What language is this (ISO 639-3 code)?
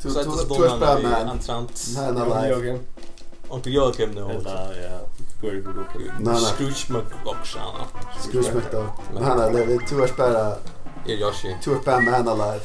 fao